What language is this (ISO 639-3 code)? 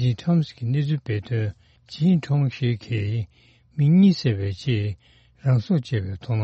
bod